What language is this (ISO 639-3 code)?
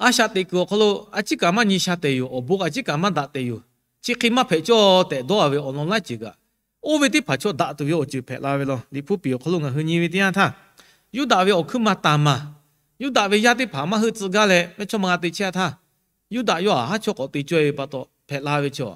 lhu